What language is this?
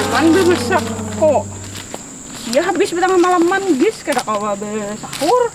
Banjar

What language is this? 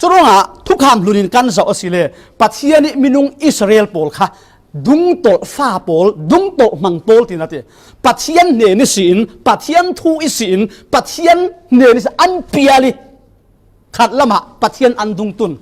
Falam Chin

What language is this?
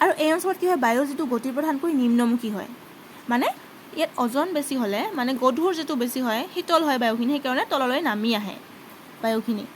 Assamese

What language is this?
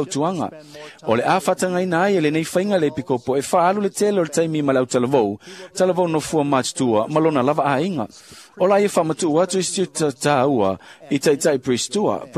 Samoan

